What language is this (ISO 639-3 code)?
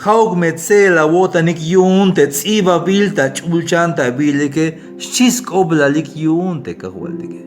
tzh